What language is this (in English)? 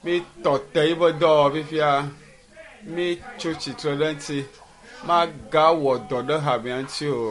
Ewe